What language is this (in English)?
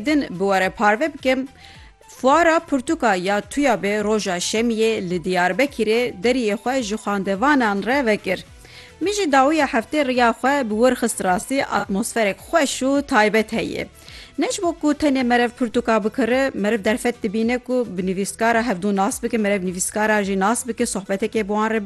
Kurdish